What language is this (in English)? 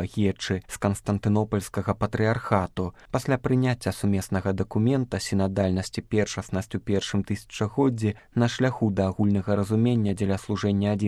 Belarusian